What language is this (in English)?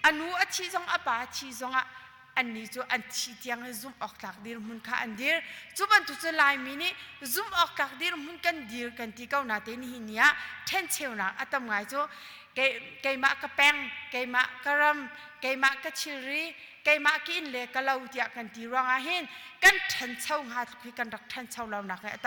Hakha Chin